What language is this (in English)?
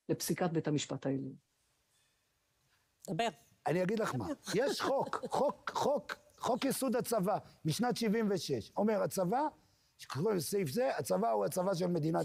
Hebrew